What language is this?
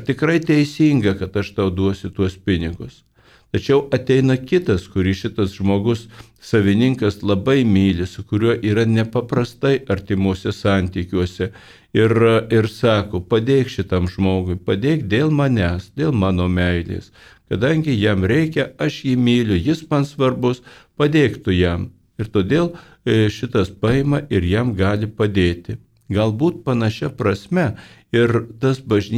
Lithuanian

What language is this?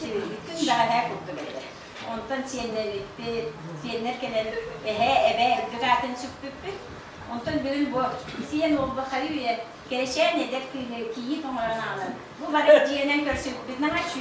Yakut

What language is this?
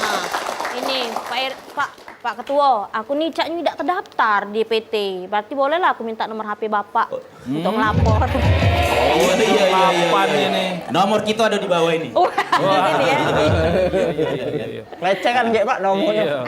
Musi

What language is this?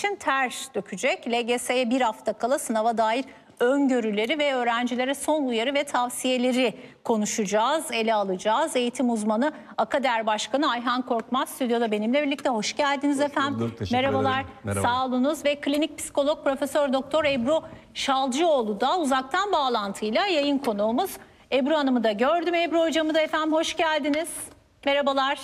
Turkish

